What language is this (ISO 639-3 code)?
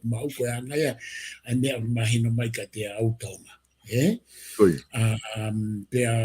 ton